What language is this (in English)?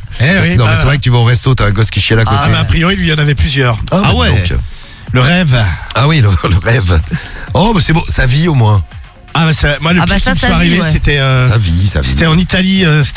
French